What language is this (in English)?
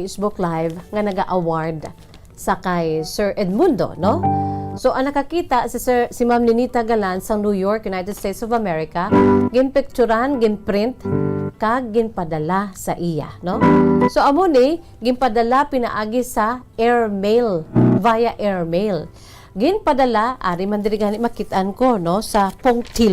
Hiligaynon